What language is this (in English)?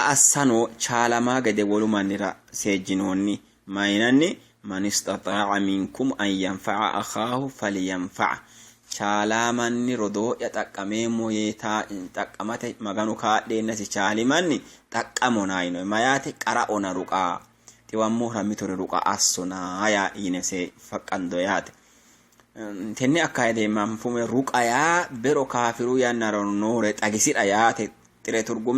Sidamo